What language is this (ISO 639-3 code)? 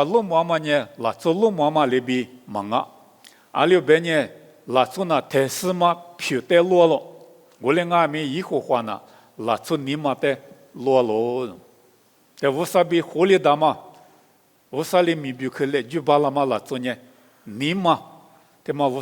lis